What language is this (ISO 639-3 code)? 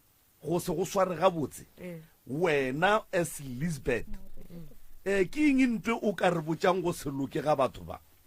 nso